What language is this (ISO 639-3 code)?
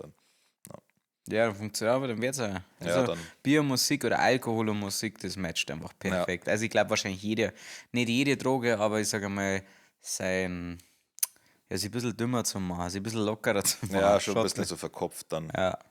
bar